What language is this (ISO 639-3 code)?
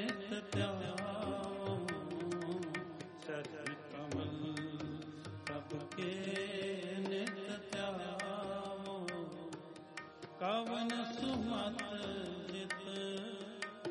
pan